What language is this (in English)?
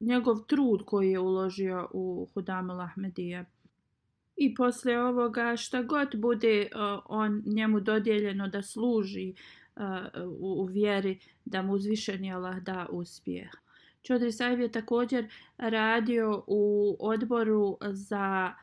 Bosnian